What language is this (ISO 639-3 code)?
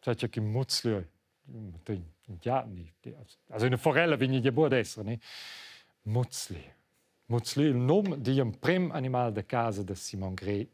roh